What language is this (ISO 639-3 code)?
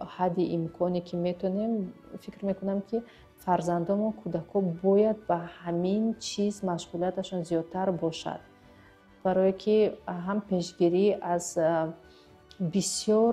tgk